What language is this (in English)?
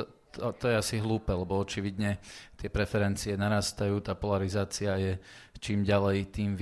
Slovak